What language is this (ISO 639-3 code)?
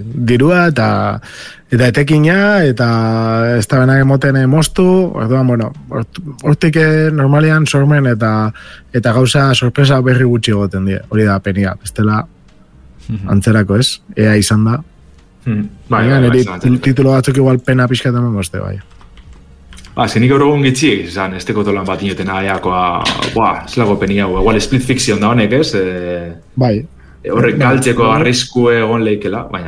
eus